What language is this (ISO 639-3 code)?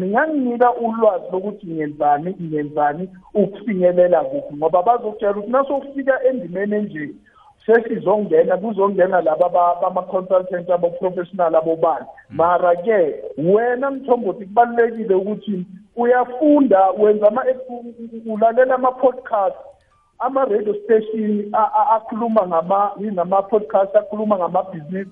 nbl